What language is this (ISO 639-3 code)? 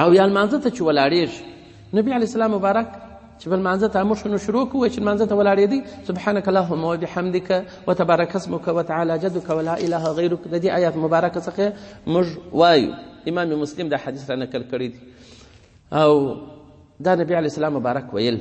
pus